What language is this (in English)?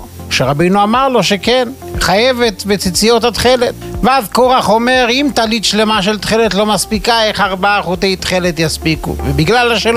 Hebrew